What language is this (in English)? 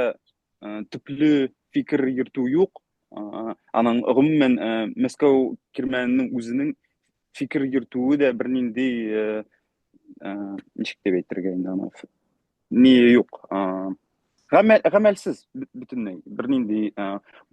Bashkir